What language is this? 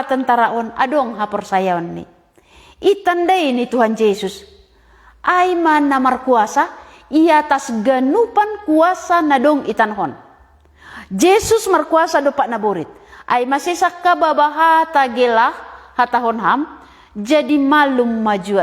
Batak Simalungun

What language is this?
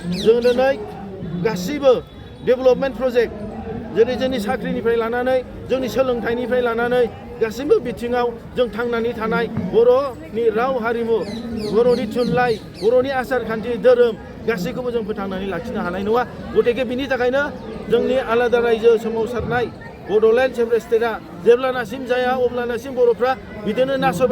Bodo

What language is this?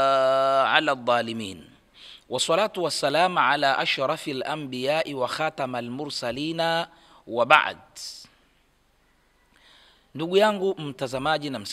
Swahili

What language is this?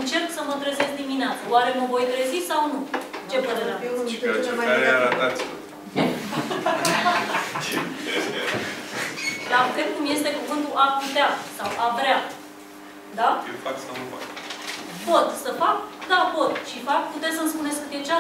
Romanian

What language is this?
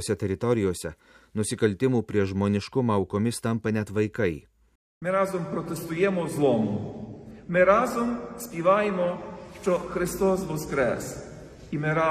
Lithuanian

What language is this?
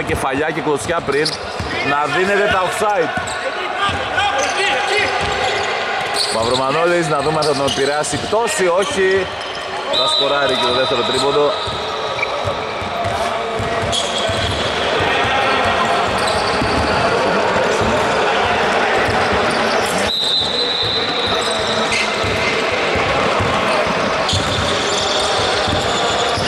Greek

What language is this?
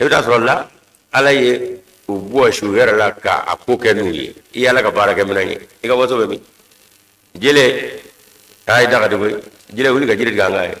Bambara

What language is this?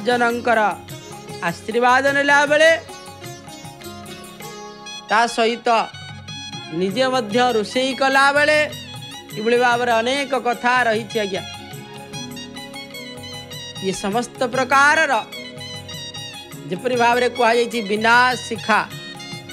Odia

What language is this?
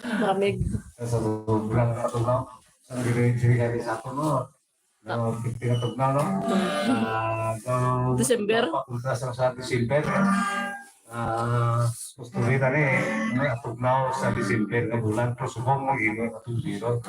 Hiligaynon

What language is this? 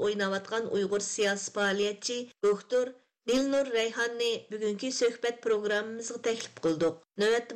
Uyghur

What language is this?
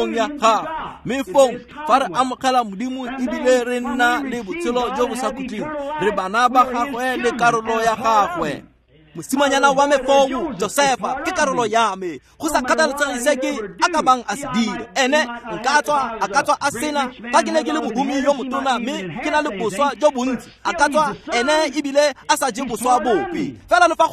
Tswana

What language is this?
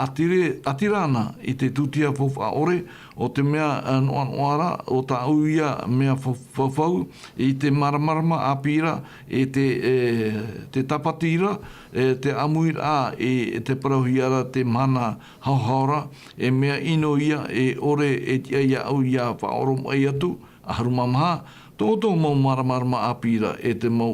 Tahitian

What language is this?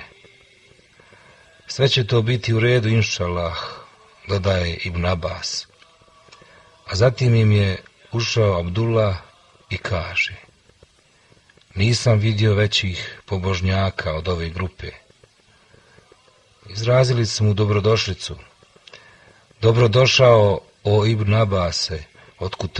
Bosnian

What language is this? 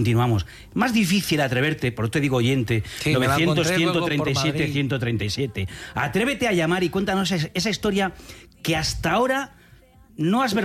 Spanish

